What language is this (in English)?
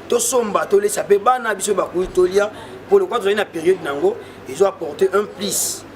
Lingala